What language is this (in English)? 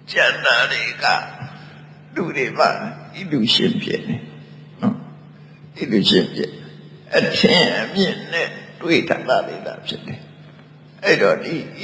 Burmese